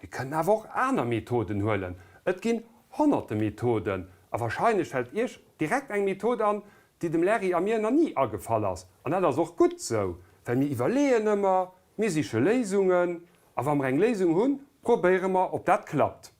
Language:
Luxembourgish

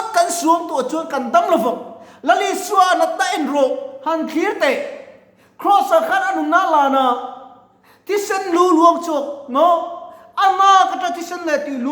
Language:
Mizo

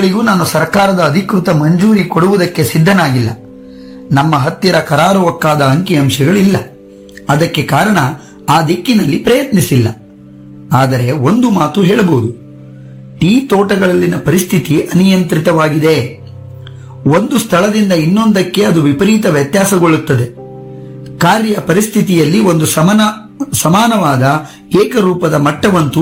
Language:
Kannada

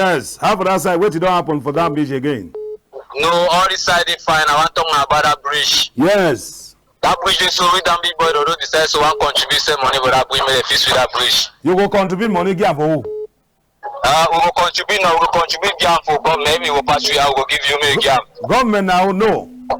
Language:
Cameroon Pidgin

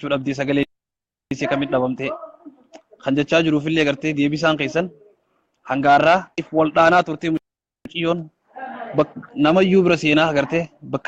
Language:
Oromo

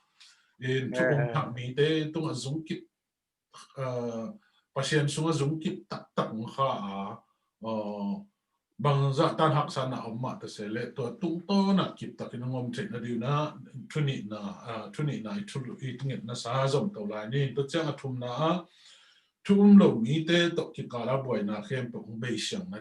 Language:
Tedim Chin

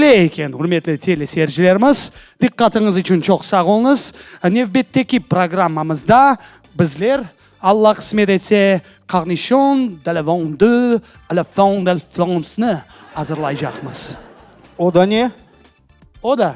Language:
Crimean Tatar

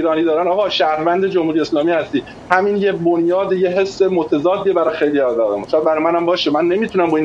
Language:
Persian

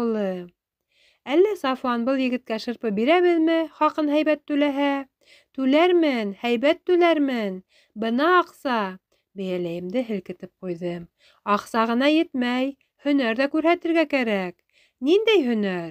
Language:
Bashkir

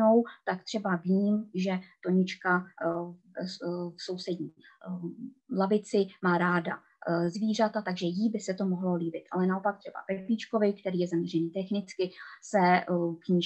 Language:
Czech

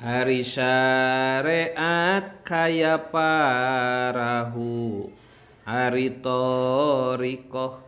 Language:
Sundanese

